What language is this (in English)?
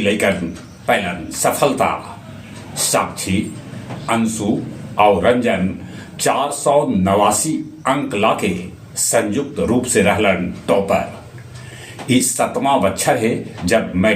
Magahi